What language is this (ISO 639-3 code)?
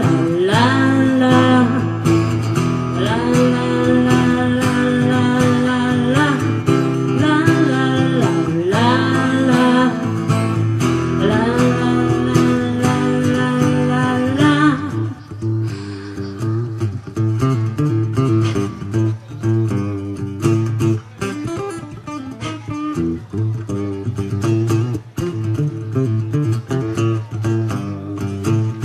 ces